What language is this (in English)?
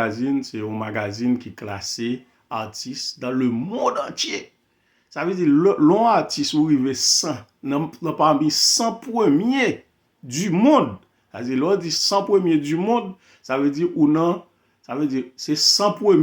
Haitian Creole